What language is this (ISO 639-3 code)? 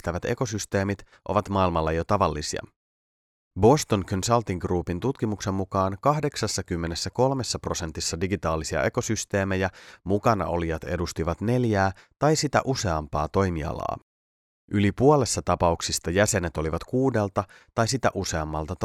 fin